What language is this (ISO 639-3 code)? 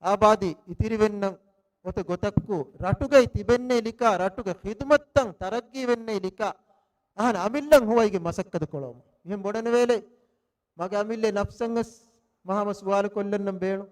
div